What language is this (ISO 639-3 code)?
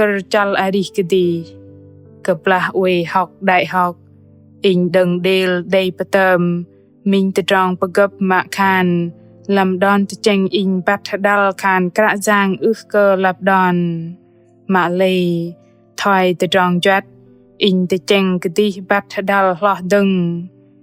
bdq